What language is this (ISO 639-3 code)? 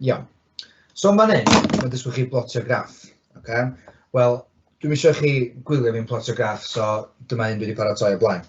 cym